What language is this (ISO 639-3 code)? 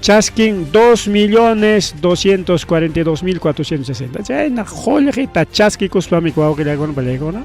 quy